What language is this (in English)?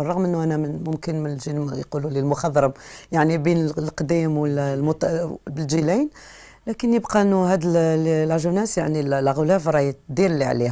Algerian Arabic